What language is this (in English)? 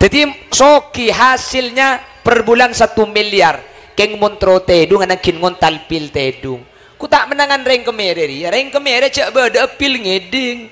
Madurese